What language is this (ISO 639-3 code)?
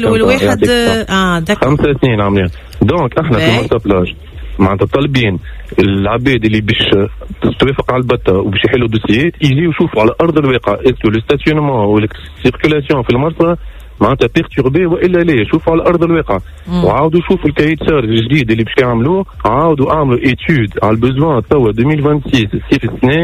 aeb